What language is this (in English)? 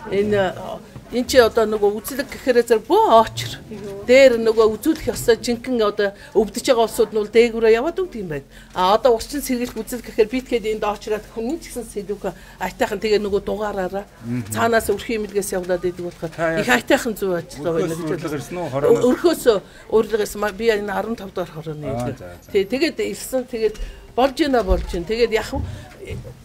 Mongolian